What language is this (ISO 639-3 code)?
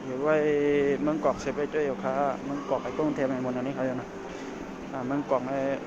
shn